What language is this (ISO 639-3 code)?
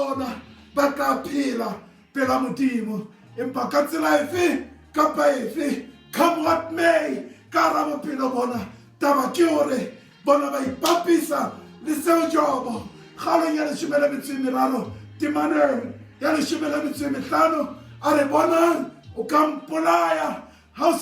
sot